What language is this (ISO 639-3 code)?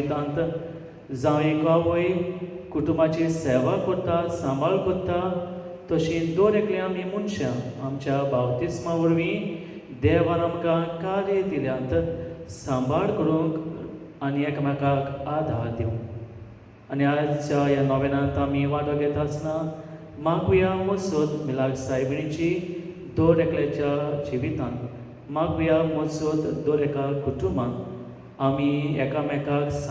kok